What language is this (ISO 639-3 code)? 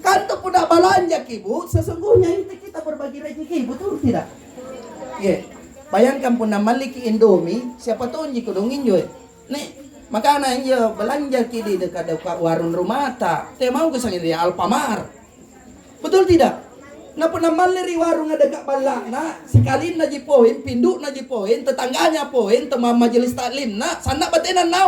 mak